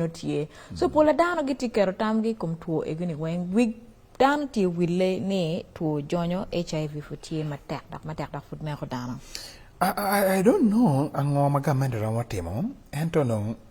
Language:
Acoli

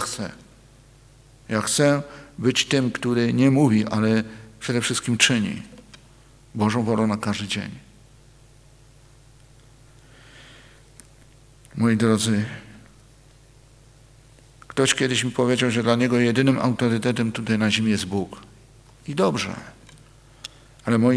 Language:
Polish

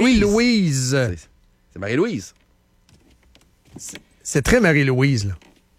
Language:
French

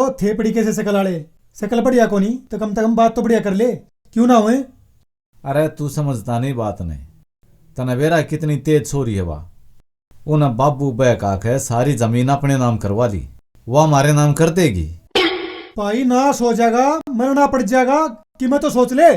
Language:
Haryanvi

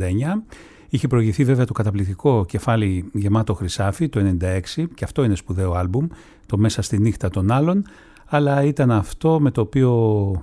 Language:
Greek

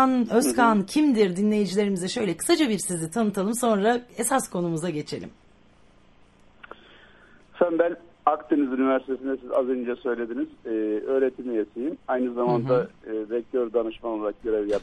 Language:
Turkish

